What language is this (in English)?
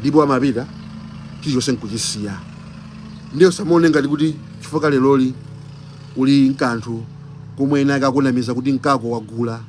Nyanja